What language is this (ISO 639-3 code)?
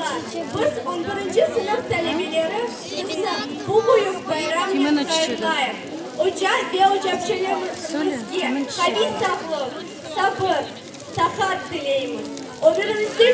crh